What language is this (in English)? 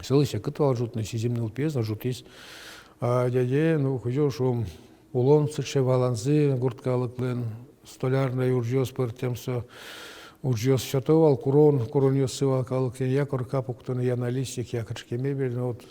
Udmurt